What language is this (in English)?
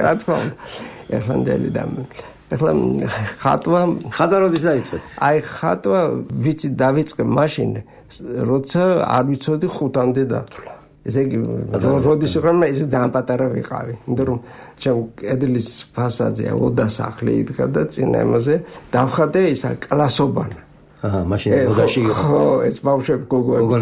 Georgian